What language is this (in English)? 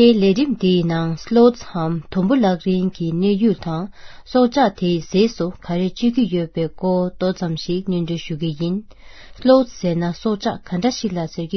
Tibetan